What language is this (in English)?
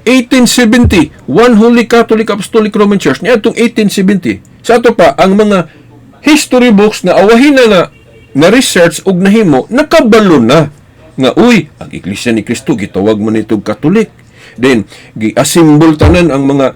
Cebuano